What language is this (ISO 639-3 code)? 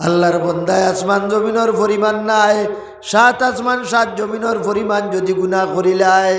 syl